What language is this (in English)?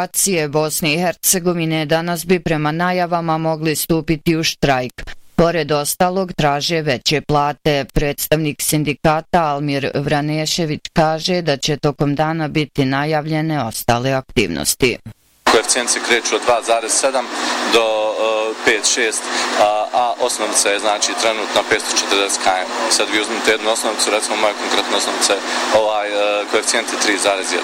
Bosnian